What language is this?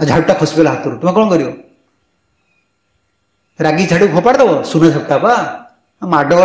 Odia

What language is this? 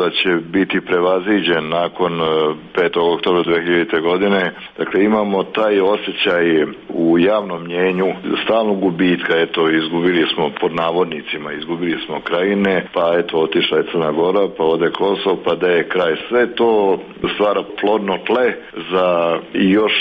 Serbian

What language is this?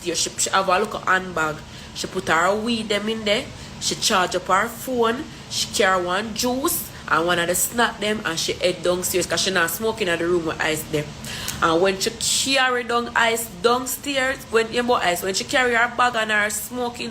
Jamaican Creole English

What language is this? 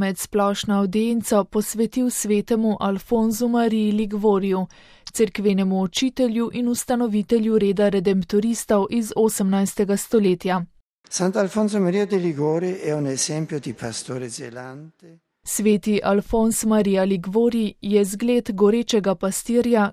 Slovenian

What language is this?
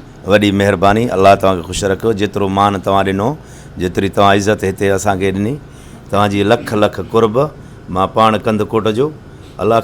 Sindhi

